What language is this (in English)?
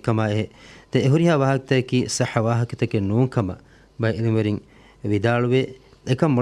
Divehi